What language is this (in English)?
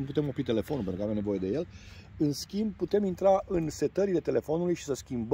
Romanian